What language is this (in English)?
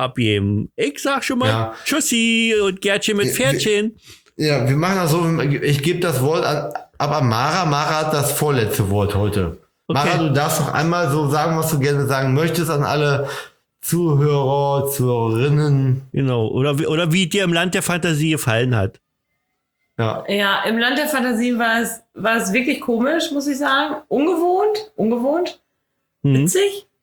German